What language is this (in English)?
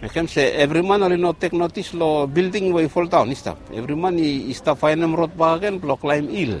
Bislama